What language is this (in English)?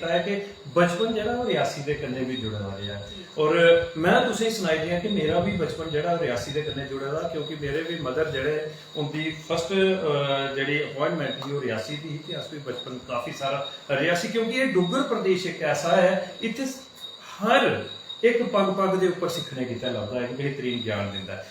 Dogri